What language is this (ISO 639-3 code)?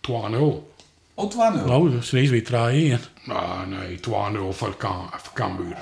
fry